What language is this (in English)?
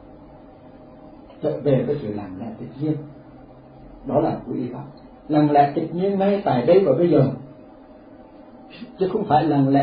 Vietnamese